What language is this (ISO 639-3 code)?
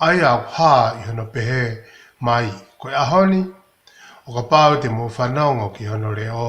ton